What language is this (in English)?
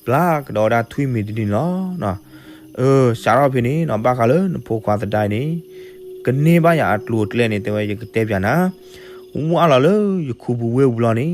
S'gaw Karen